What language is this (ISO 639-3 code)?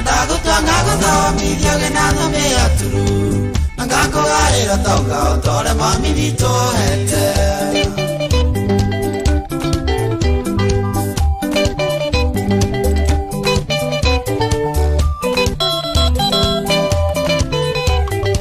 kik